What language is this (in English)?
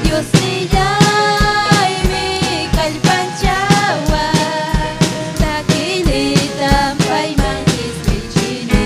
Ayacucho Quechua